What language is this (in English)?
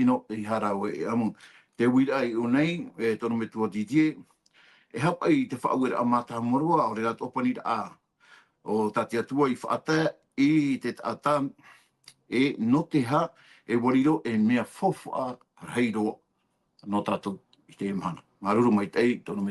Tahitian